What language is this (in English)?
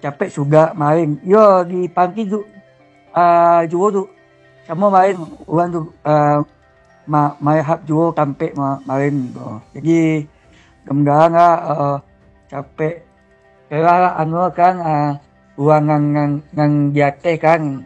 Minangkabau